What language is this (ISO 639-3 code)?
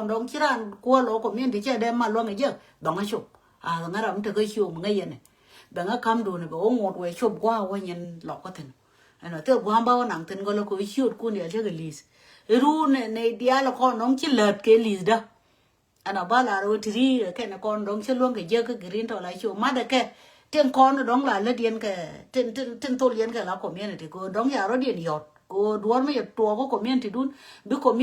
nus